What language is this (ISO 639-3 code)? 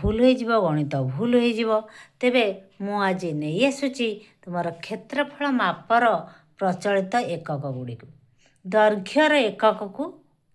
ori